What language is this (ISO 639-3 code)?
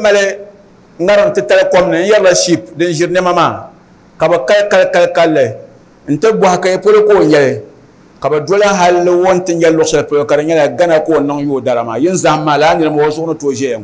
dag